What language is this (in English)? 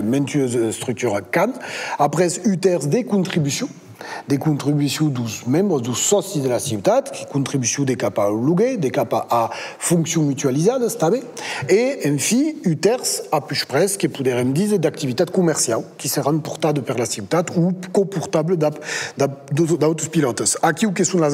Occitan